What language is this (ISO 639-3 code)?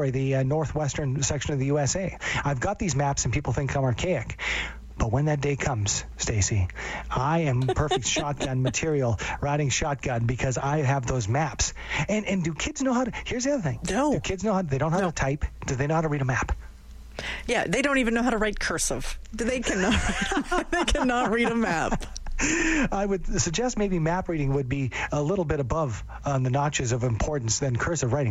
eng